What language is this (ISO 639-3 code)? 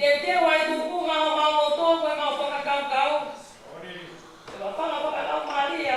ton